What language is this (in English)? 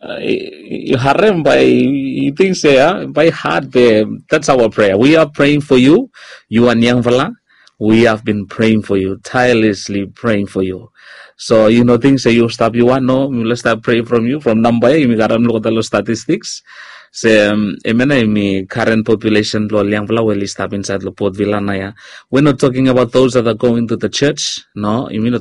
Bislama